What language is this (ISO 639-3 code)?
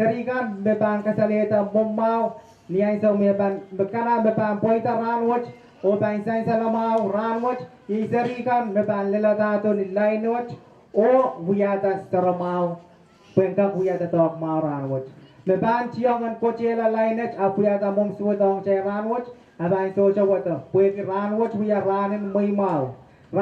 pon